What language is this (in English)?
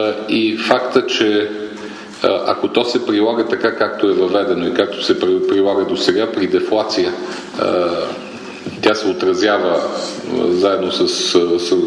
Bulgarian